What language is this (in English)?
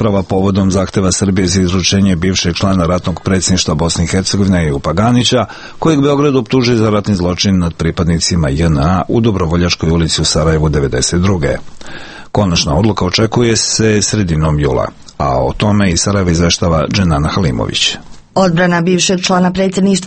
Serbian